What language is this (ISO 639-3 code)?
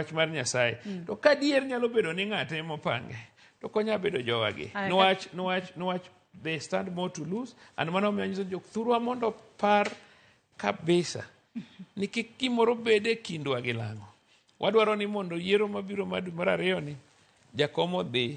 luo